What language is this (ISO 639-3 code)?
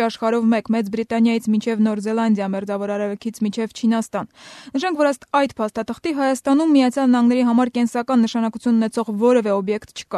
hye